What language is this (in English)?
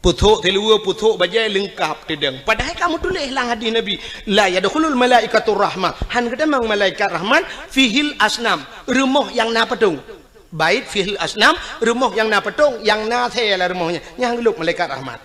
Achinese